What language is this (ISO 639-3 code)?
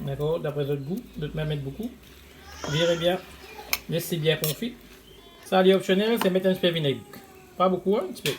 mfe